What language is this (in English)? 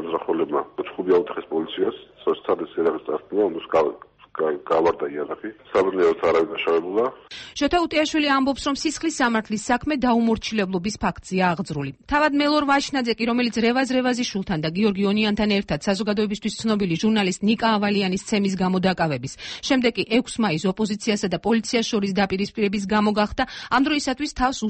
Georgian